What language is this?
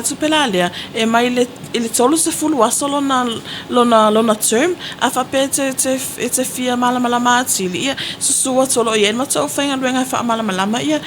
Samoan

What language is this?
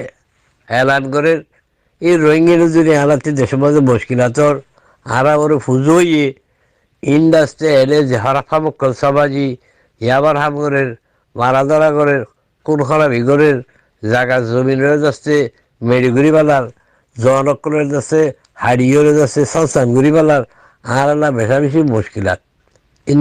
Rohingya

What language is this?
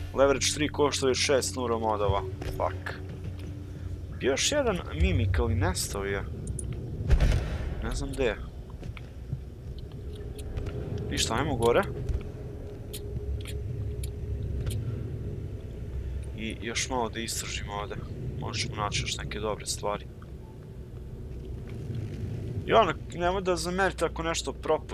Croatian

